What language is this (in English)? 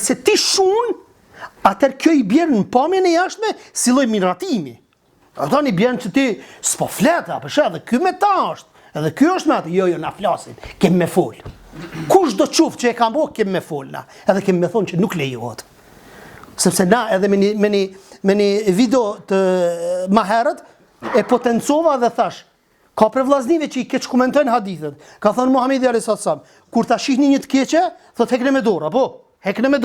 Albanian